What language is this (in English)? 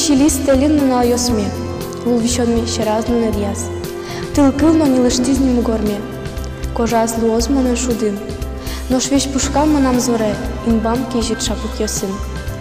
Udmurt